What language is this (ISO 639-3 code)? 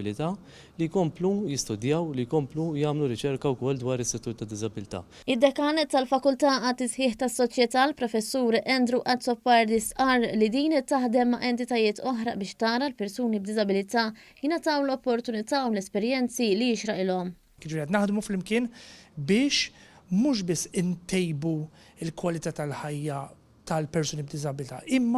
mlt